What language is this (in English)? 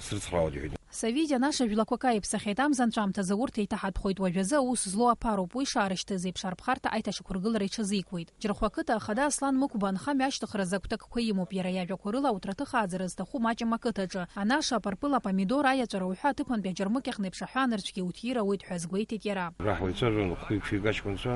Abkhazian